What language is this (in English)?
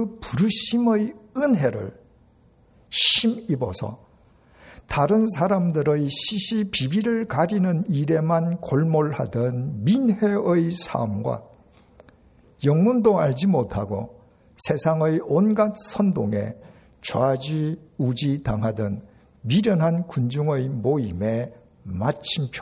Korean